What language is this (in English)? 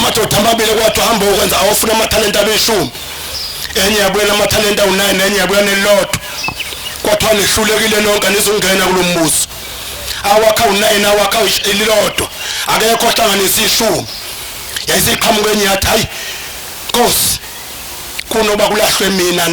Zulu